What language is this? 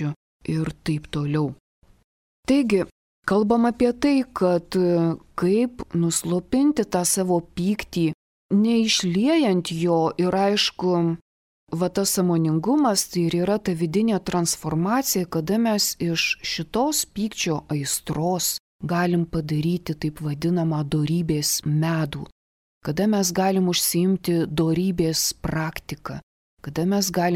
Lithuanian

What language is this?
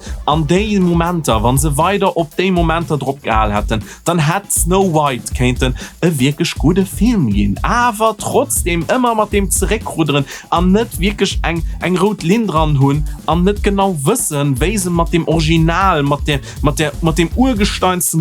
Luxembourgish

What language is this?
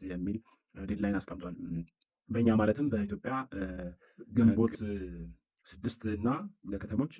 Amharic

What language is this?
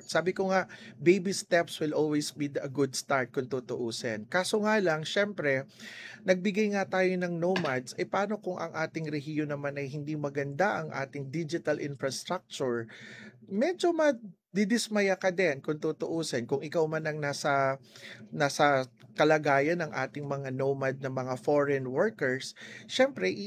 Filipino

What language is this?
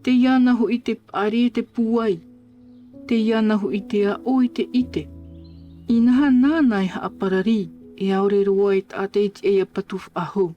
Tahitian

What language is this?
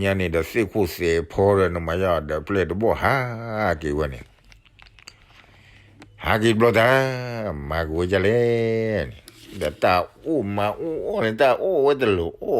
S'gaw Karen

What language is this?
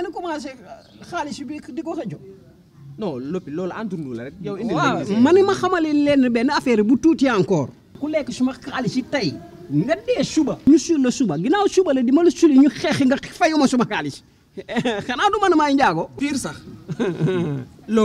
Wolof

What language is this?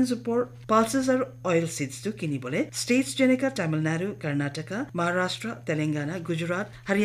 Naga Pidgin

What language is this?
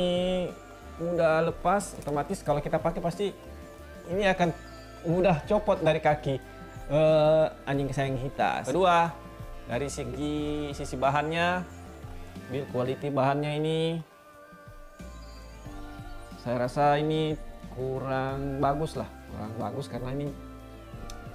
Indonesian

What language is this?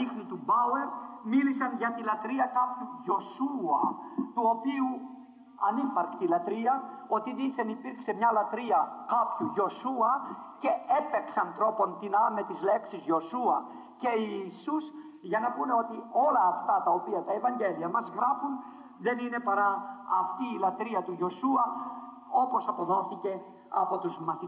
Greek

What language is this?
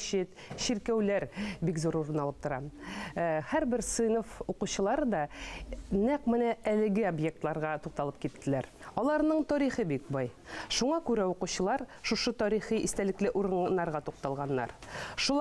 Tatar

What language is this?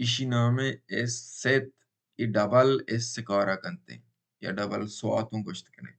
Baluchi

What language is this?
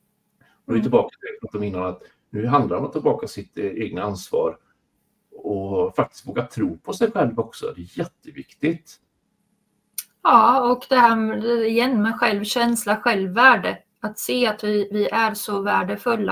Swedish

